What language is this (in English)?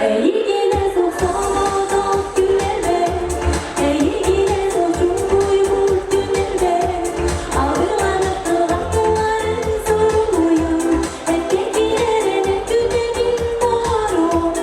Yakut